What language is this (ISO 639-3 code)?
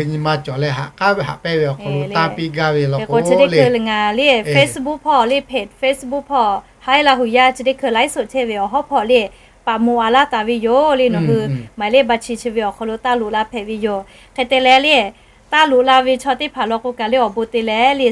lhu